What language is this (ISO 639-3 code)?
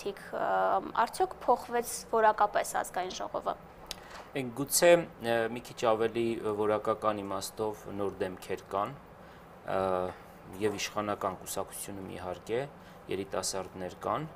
hye